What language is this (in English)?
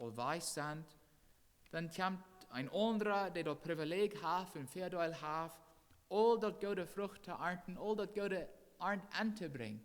Plautdietsch